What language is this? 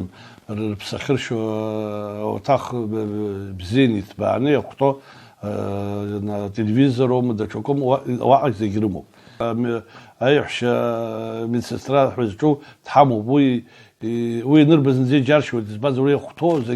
Abkhazian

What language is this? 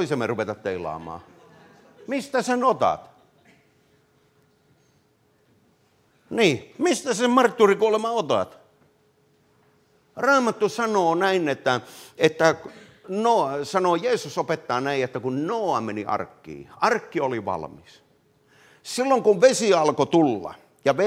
Finnish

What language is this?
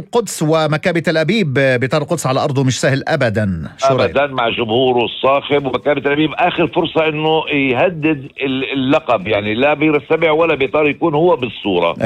North Levantine Arabic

